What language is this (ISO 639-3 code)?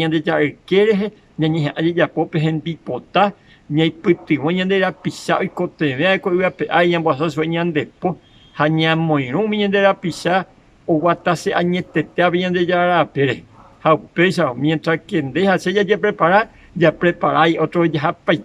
grn